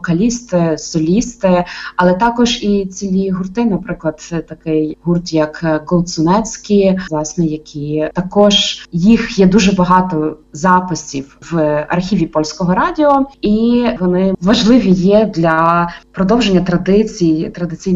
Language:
Ukrainian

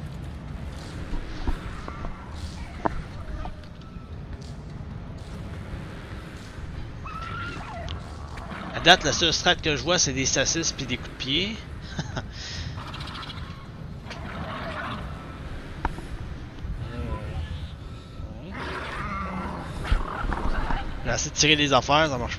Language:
French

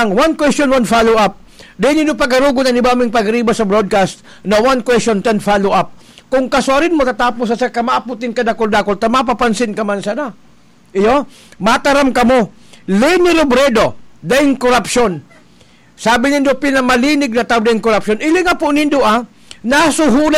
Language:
Bikol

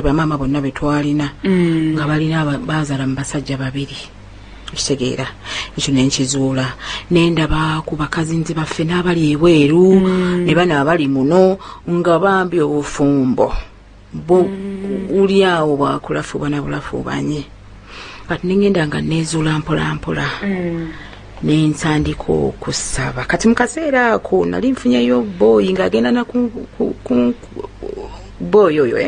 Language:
Ganda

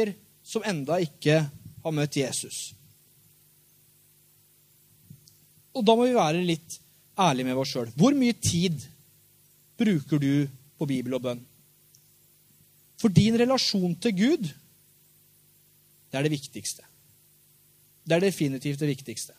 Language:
Norwegian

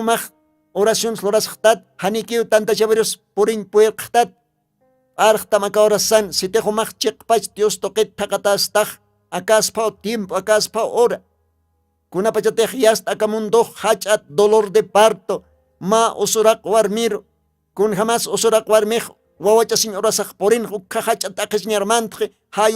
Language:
Aymara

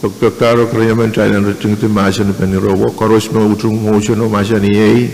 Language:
Pohnpeian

